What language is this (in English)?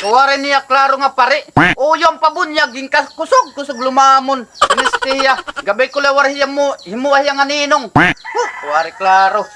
Waray